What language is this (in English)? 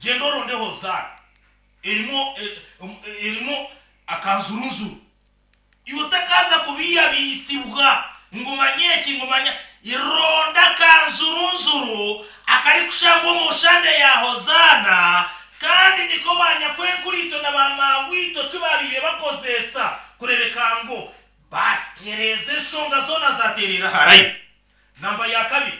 Nyankole